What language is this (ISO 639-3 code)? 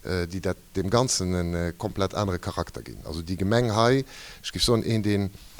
ltz